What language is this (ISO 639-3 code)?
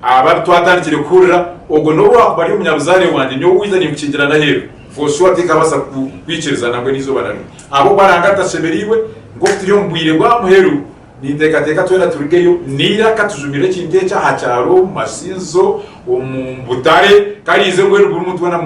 nyn